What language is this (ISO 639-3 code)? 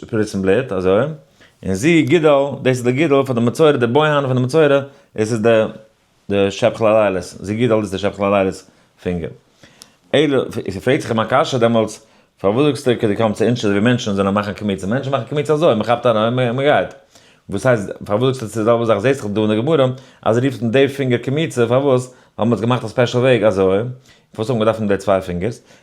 yid